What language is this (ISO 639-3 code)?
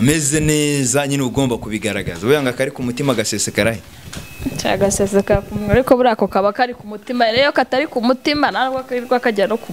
kin